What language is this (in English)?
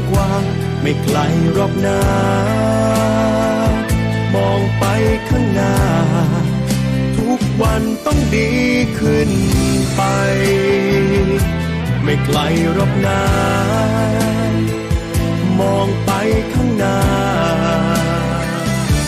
Thai